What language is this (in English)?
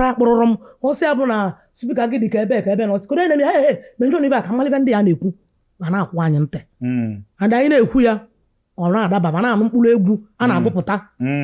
Igbo